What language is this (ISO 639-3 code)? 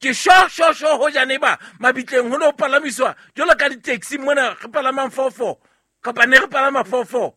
sot